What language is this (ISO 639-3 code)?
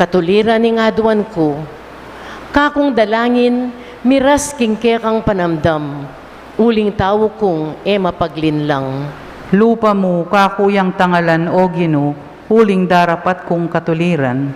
pam